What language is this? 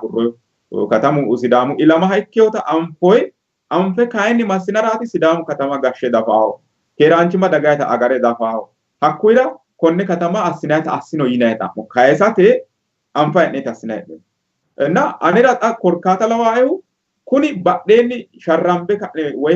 Sidamo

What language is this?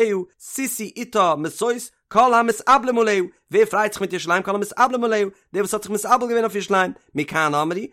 Yiddish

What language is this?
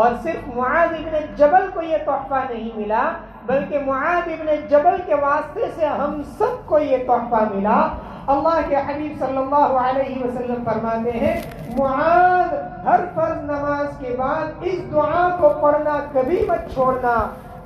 Urdu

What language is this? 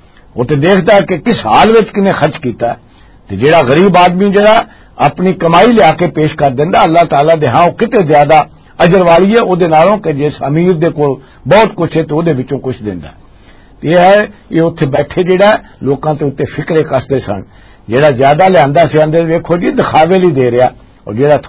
Western Panjabi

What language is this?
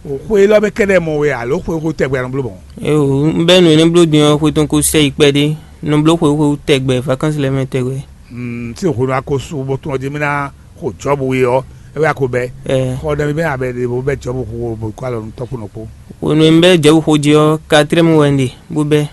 Fon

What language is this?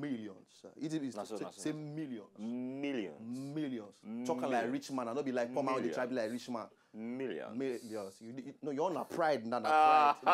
Nigerian Pidgin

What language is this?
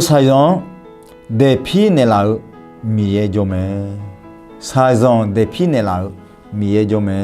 Akha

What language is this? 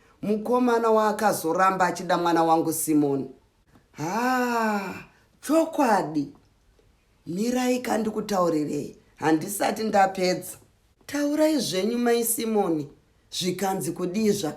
Shona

